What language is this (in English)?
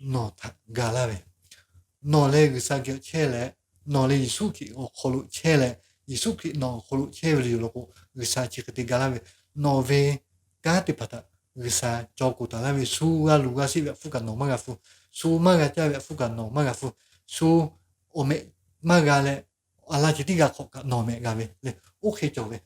Lahu